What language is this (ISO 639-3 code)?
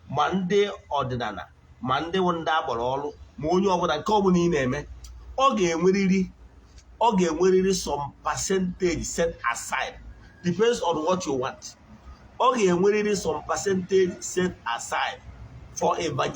ibo